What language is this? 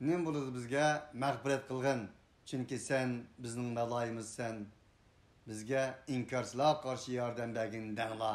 Uyghur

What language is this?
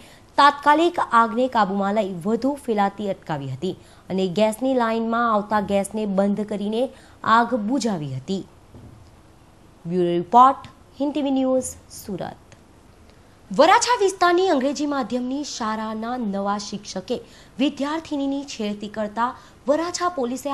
Gujarati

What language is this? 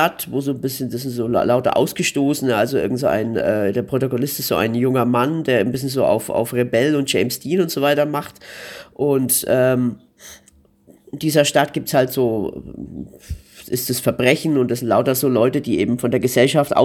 German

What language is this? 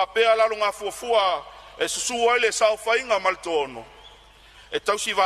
Samoan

